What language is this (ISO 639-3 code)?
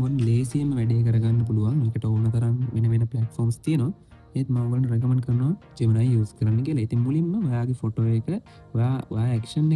sin